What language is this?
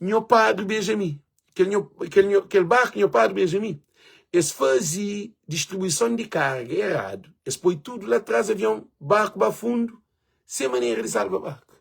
Kabuverdianu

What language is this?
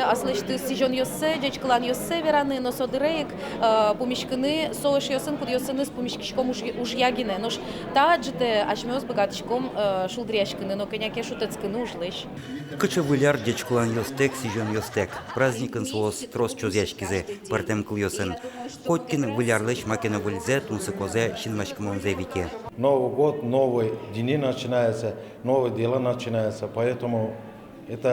Udmurt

